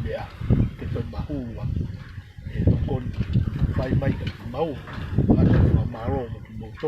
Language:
Tongan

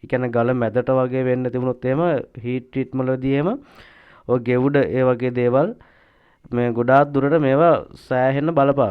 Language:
Sinhala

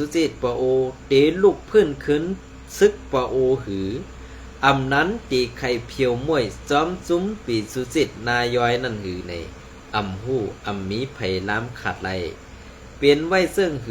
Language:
Shan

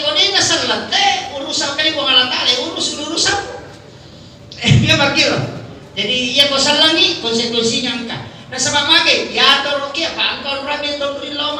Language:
Buginese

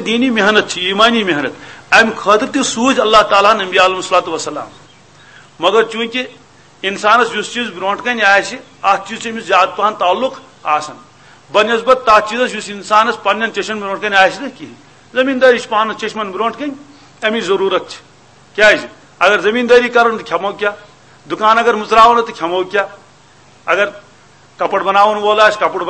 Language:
Kashmiri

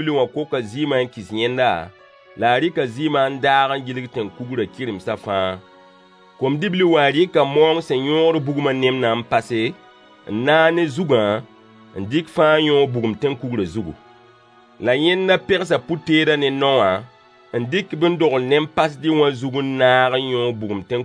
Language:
Mossi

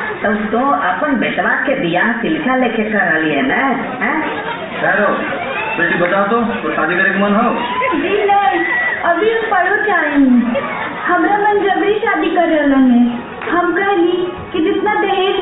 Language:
Magahi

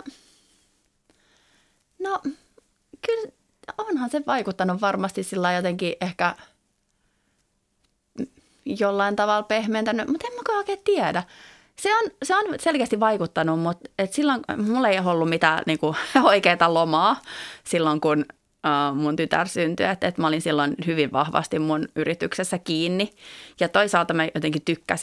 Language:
Finnish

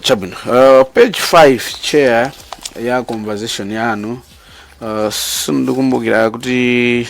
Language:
Nyanja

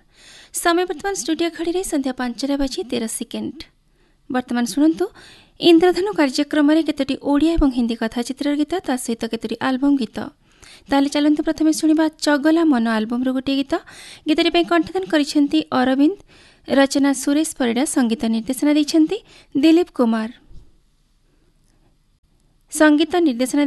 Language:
Odia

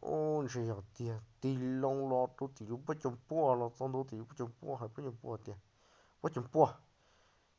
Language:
Hmong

